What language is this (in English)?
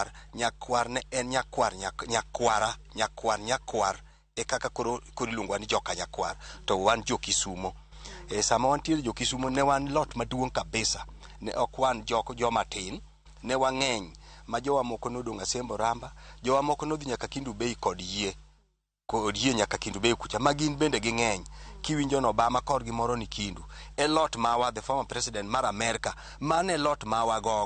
Luo (Kenya and Tanzania)